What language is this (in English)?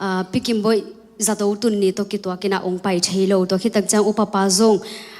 Tedim Chin